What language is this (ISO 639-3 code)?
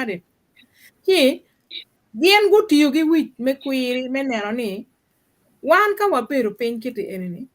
ach